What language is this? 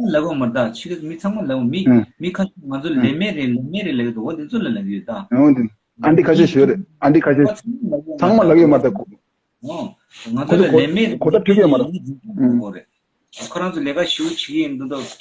Tibetan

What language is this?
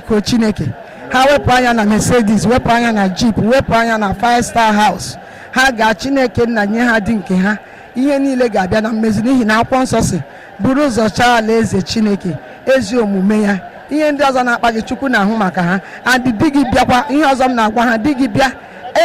Igbo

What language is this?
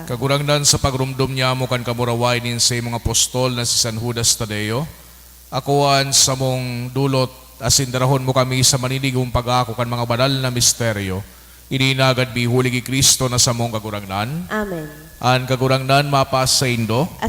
Bikol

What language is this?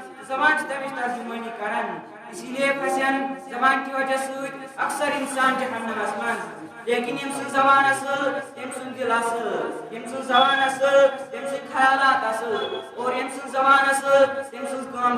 Kashmiri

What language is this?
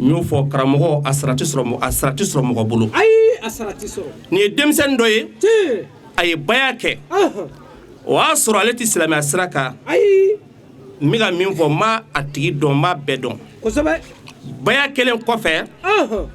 Bambara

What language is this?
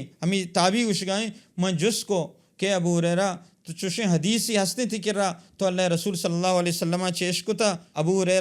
Baluchi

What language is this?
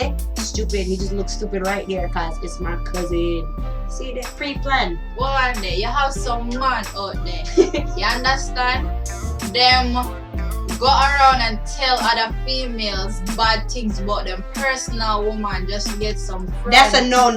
Jamaican Creole English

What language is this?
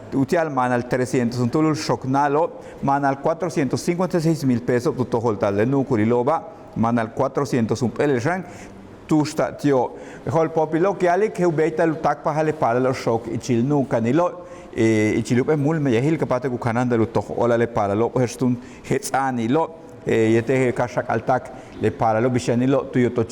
Yucateco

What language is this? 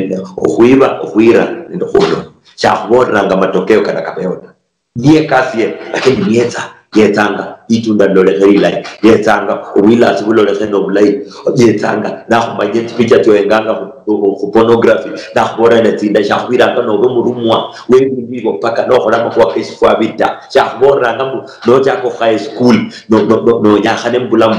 Luyia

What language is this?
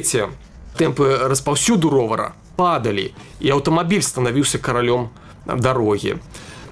Belarusian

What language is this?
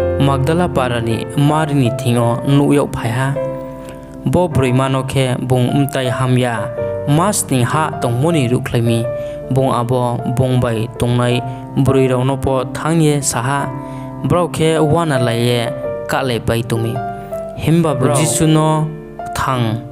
Riang (India)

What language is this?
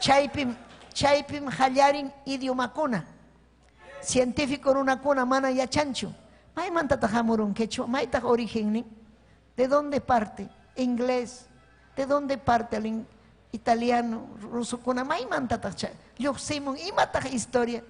Ayacucho Quechua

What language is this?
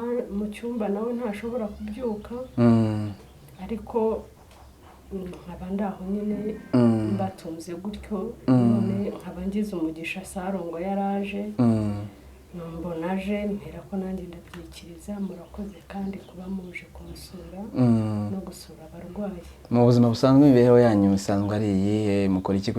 Kinyarwanda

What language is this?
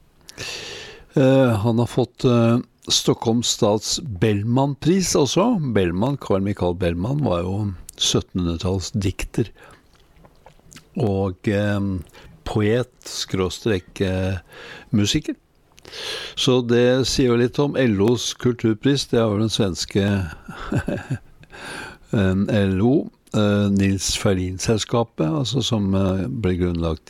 Norwegian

